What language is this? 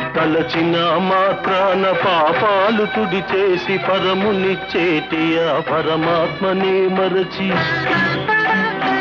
Telugu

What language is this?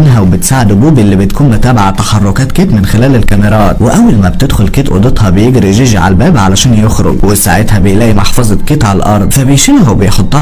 Egyptian Arabic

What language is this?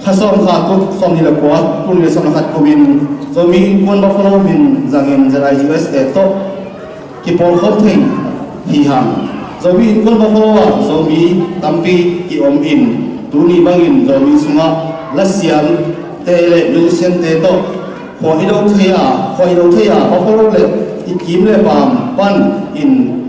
Tedim Chin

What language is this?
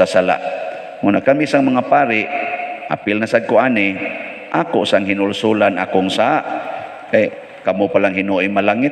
Cebuano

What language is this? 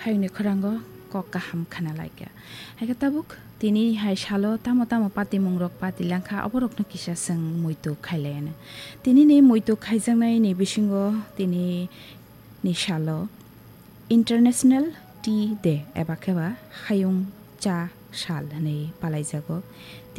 Kok Borok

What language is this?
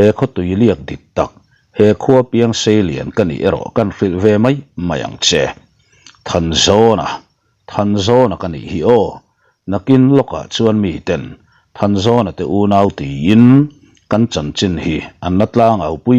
Mizo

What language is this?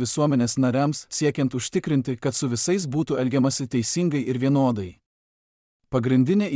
Lithuanian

